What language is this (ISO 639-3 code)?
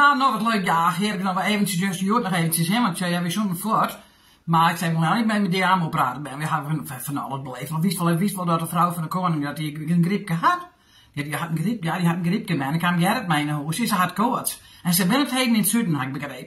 fry